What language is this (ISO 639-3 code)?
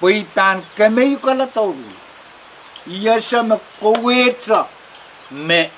pon